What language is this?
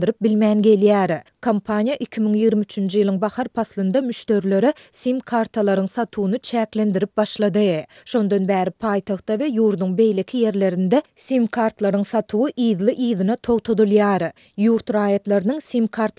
Turkmen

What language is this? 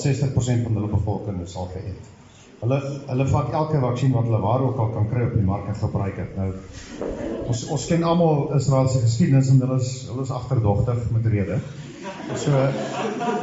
Afrikaans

